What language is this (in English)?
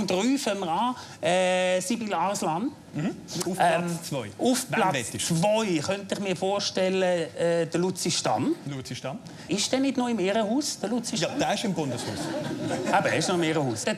Swiss German